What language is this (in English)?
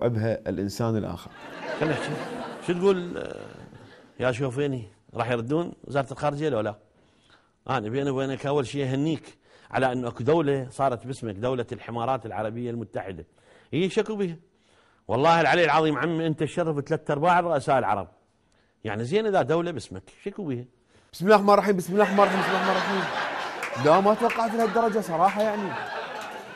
Mesopotamian Arabic